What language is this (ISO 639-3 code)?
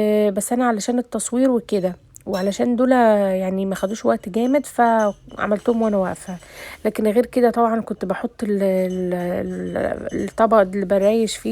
arz